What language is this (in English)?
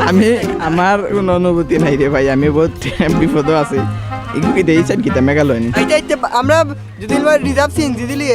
Sylheti